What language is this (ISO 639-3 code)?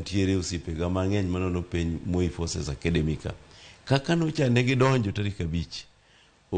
luo